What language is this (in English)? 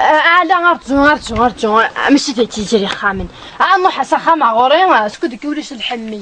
Kabyle